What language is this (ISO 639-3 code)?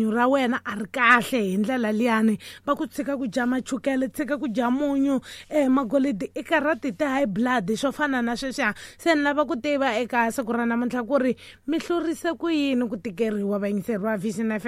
tso